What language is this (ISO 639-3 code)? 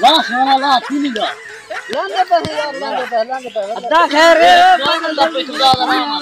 skr